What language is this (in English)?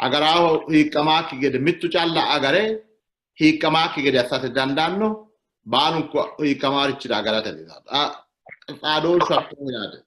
Sidamo